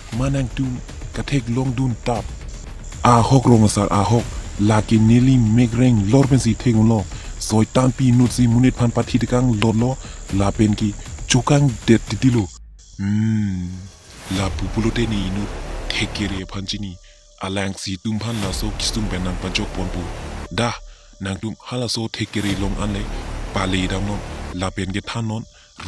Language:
Karbi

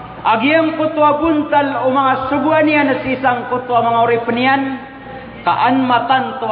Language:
Maranao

